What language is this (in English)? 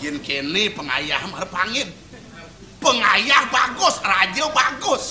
Balinese